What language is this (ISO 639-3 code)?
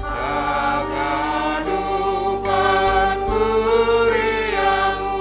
bts